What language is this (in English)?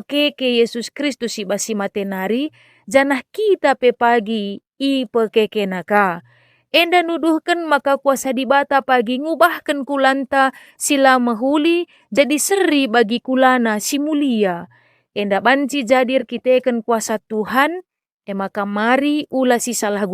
Batak Karo